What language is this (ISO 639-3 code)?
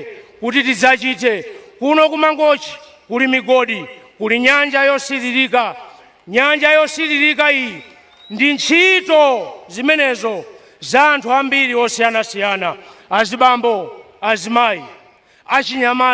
nya